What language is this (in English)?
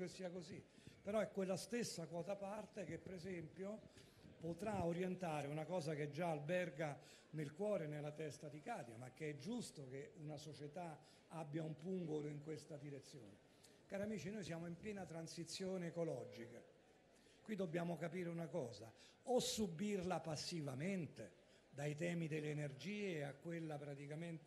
Italian